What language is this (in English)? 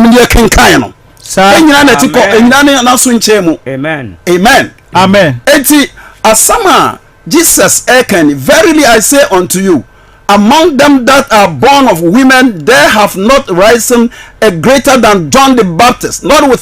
Akan